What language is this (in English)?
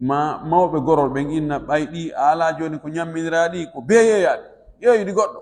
Fula